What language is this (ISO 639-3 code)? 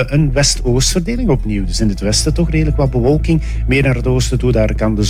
nld